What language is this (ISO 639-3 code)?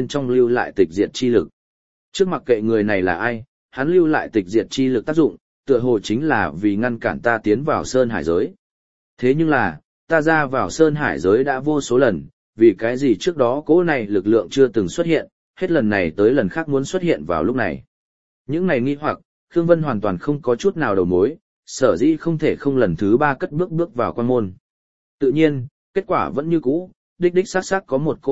vie